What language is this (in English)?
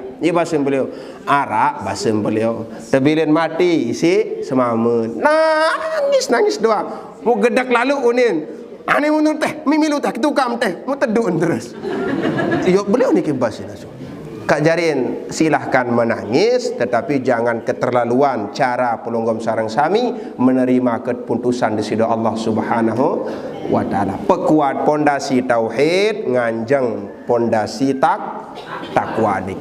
Sasak